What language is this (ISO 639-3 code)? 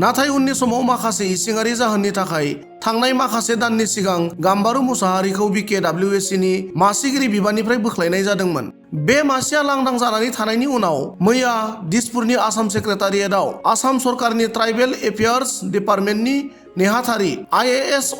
brx